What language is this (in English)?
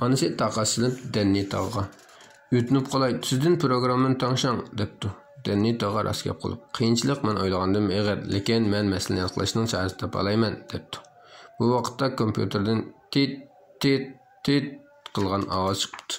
Uyghur